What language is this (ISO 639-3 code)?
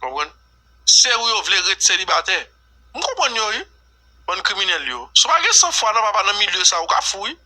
hat